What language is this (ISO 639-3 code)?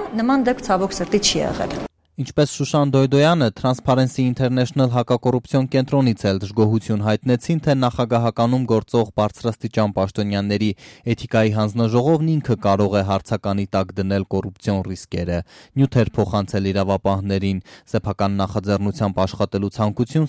hye